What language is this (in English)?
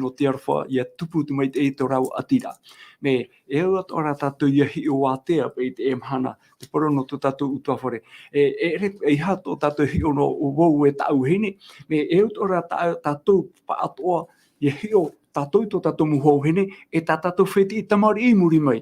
Tahitian